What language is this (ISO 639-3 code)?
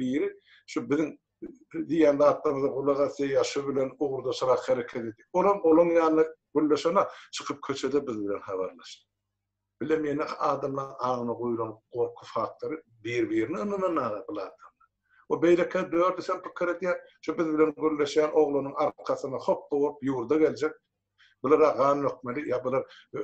tuk